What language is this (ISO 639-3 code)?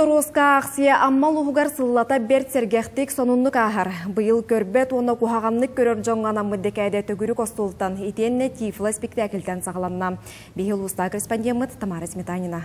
sah